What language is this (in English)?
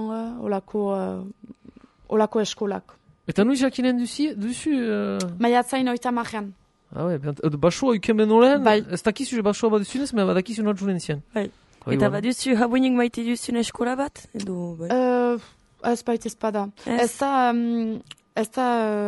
Basque